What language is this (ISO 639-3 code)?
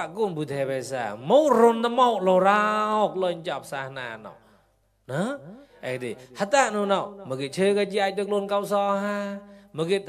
mnw